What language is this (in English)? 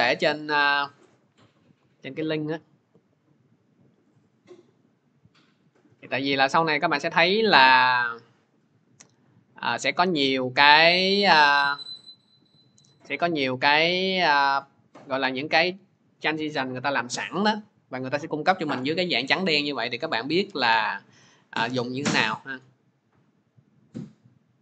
Vietnamese